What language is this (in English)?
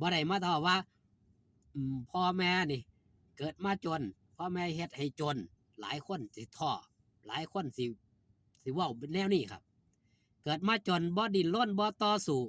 Northeastern Thai